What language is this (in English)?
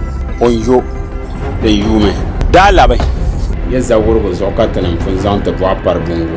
Dagbani